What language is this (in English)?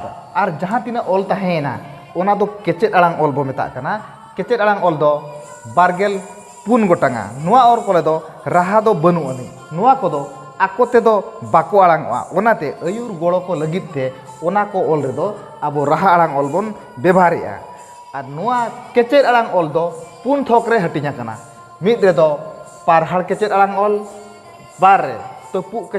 Santali